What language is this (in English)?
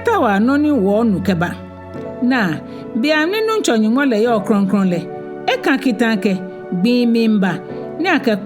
Ga